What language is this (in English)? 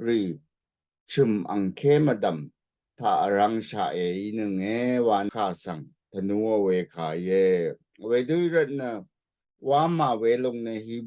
Rawang